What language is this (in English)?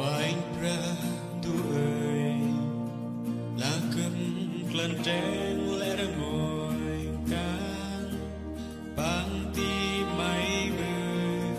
Central Mnong